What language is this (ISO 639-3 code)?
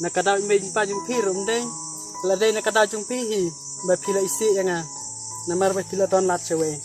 kha